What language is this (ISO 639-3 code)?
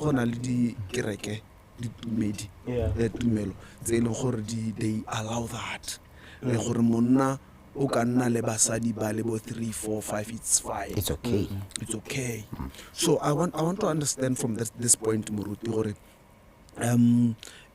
tsn